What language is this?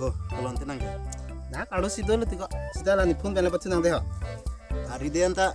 Karbi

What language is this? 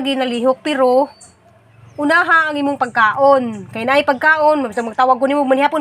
Cebuano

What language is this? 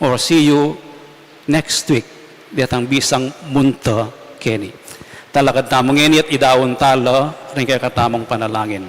Pampanga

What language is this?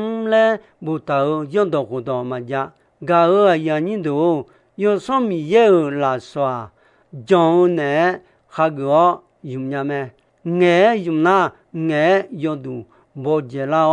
Akha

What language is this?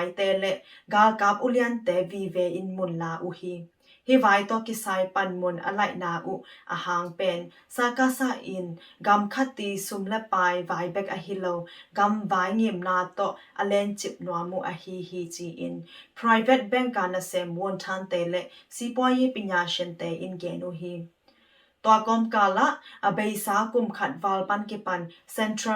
Tedim Chin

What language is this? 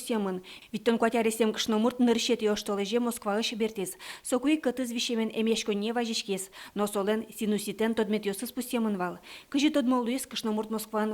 Udmurt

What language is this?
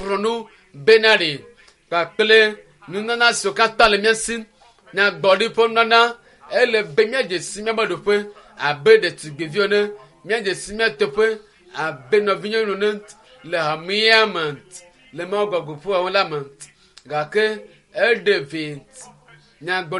Ewe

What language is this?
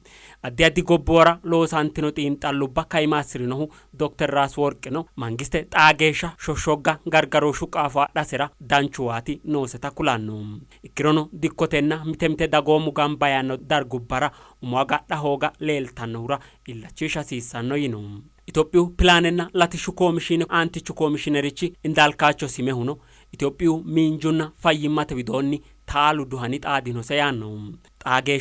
Sidamo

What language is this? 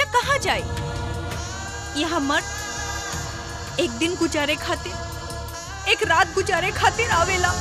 Bhojpuri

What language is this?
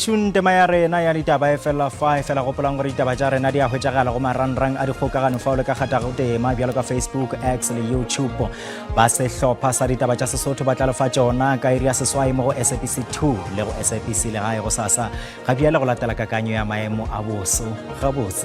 Northern Sotho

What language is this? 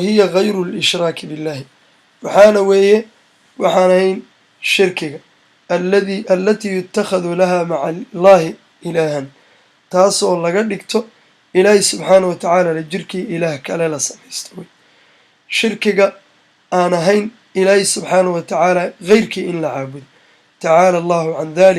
Somali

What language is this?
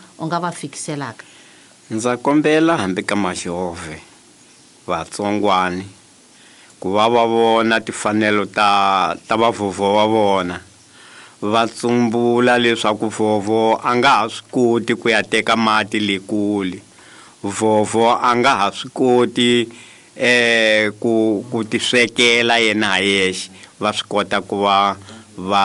Tsonga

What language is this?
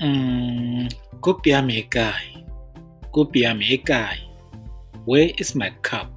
Tswana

